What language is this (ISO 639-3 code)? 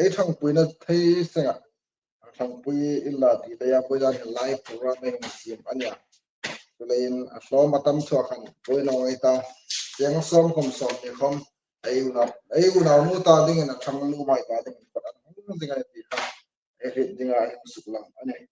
hmr